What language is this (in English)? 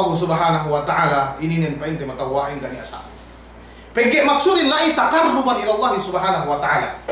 Yakan